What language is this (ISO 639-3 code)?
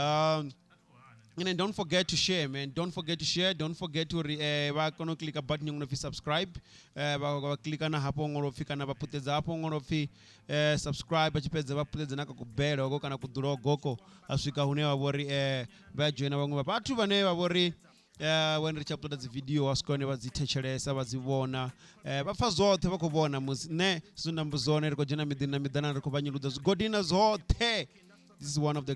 ven